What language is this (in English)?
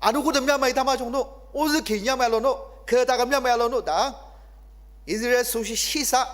Ao Naga